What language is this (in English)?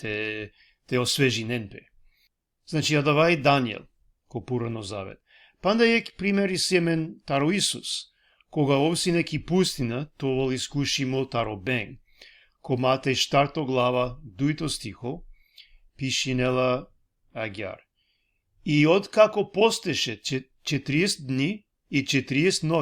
Balkan Romani